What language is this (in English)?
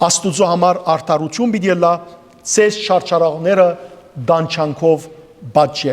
Western Armenian